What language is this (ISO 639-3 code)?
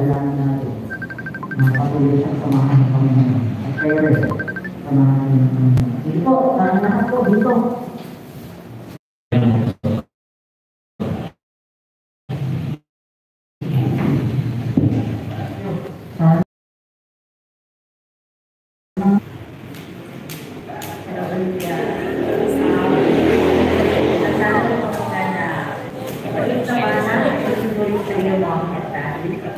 fil